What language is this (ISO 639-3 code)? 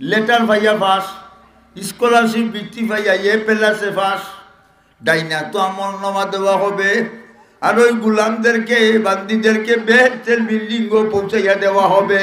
syl